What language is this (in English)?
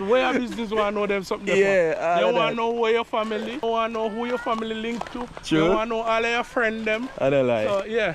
Jamaican Creole English